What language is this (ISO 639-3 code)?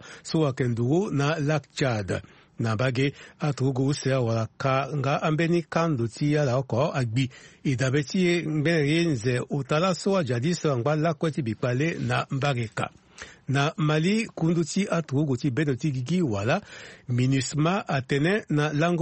sag